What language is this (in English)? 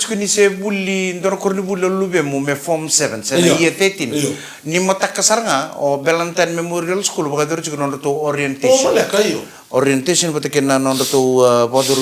Fijian